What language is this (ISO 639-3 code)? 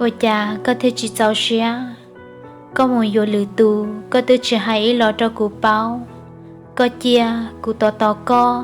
hmn